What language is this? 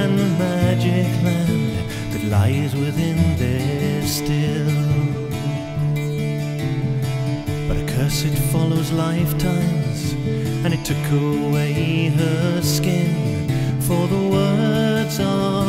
English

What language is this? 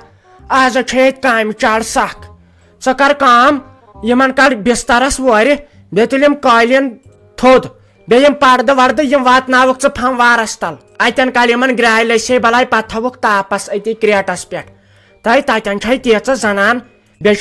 Kashmiri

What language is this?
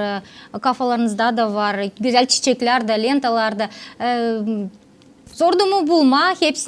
Gagauz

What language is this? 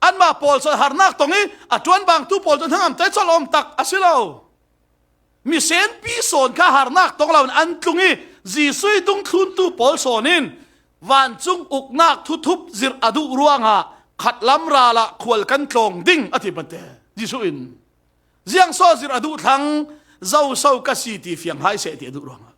Falam Chin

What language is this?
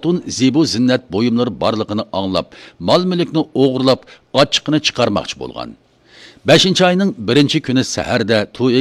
Uyghur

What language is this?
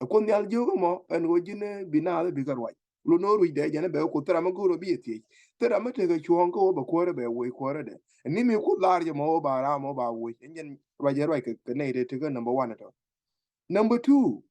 Nuer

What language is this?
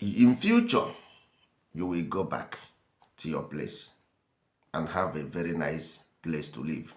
Igbo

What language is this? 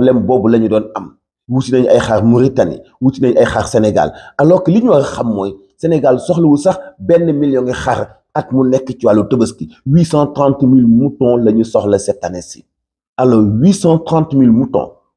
Wolof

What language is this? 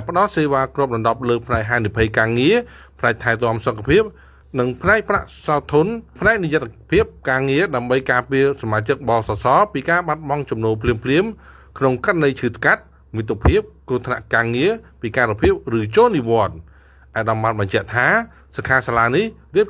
Khmer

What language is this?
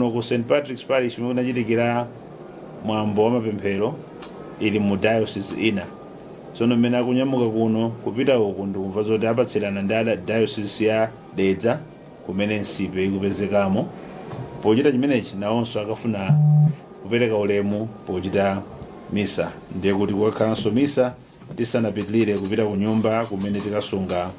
Nyanja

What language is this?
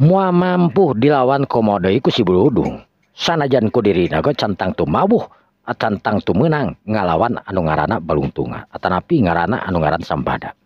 Sundanese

